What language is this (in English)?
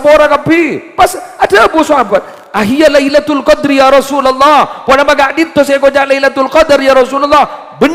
Madurese